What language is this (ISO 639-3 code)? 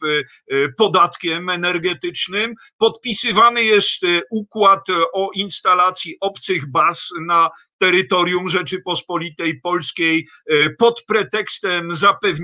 pol